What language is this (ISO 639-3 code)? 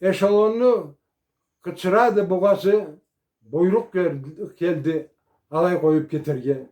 krc